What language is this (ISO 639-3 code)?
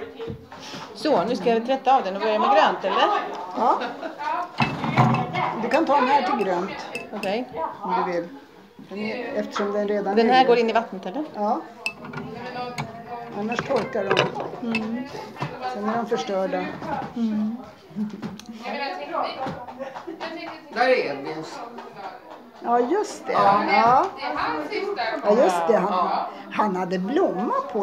swe